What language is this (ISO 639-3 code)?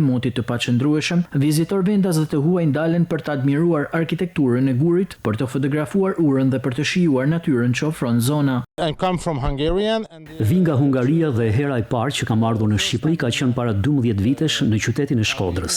sqi